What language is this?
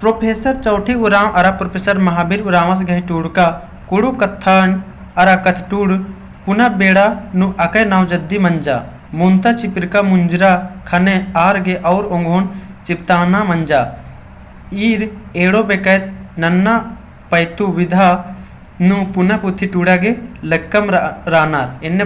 Kurukh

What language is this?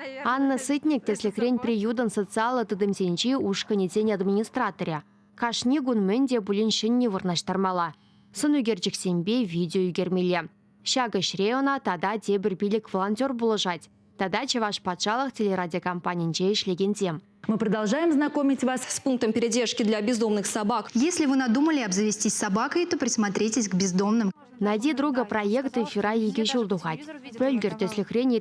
Chuvash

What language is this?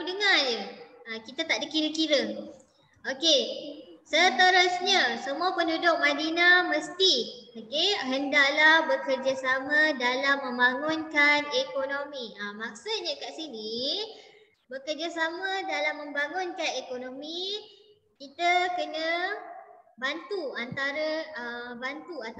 Malay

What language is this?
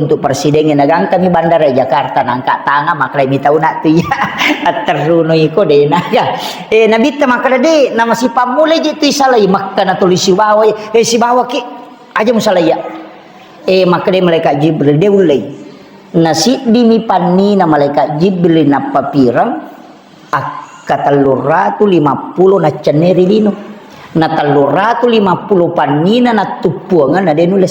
Buginese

